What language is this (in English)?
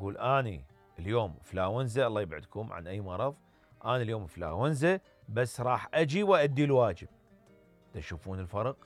Mesopotamian Arabic